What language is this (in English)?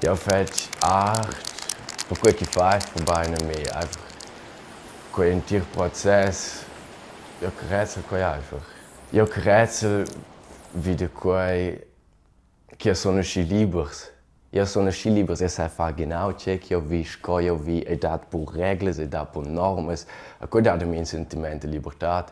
Romansh